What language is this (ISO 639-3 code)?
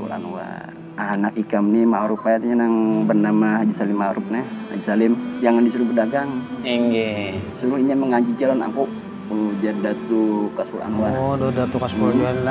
bjn